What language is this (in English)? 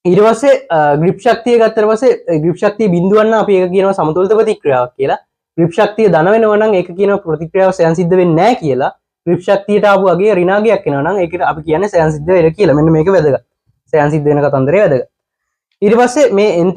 Sinhala